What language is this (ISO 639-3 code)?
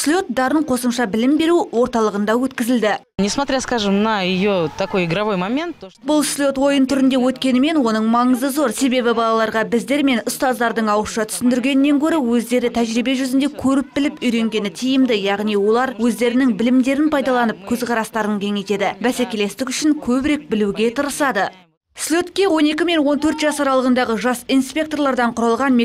kaz